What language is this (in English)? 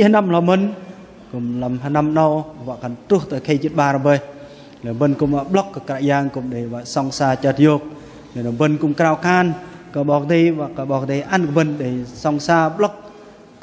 Bahnar